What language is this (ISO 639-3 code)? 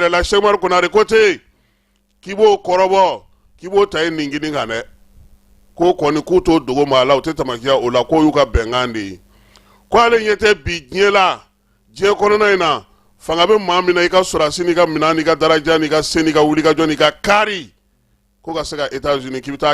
bam